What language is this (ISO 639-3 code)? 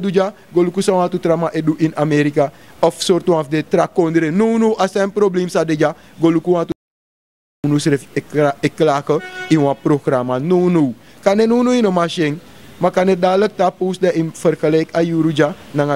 srn